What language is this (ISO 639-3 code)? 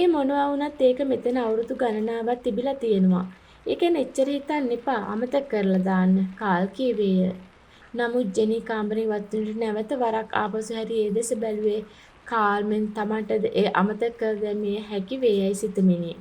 sin